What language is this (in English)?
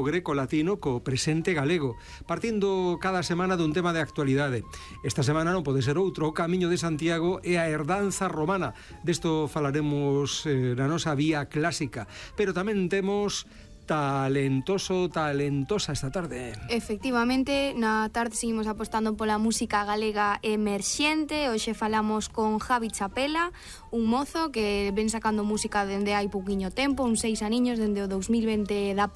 Galician